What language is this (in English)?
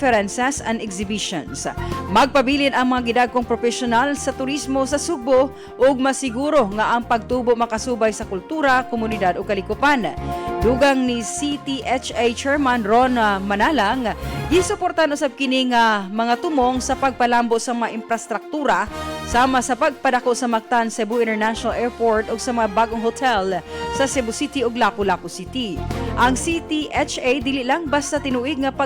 Cebuano